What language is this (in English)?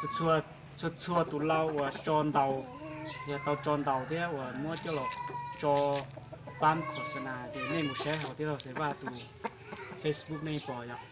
Hmong